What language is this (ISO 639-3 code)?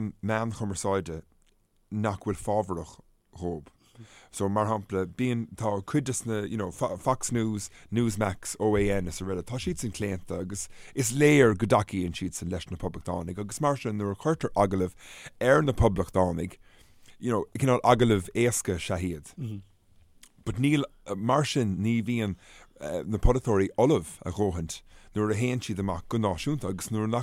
gle